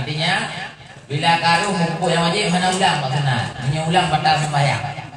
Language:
Achinese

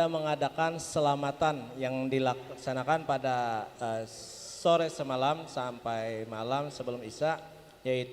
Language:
Banjar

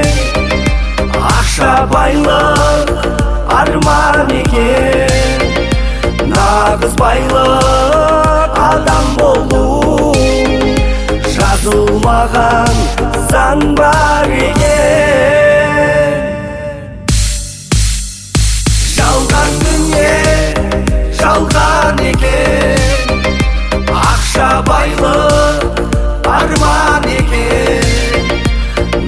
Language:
Kazakh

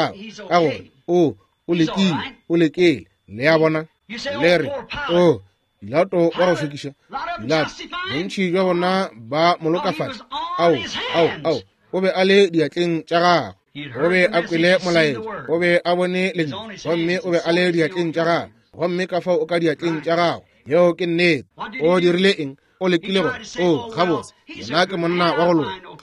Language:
Northern Sotho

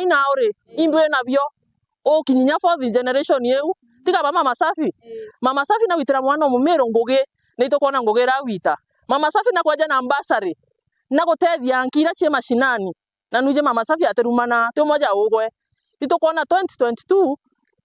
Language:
Meru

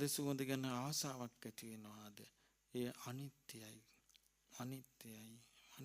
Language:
Sinhala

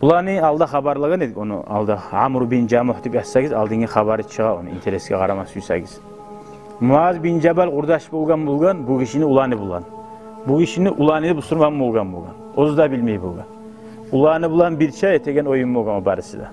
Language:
Kumyk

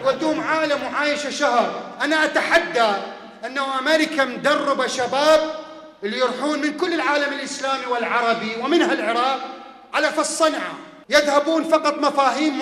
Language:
Mesopotamian Arabic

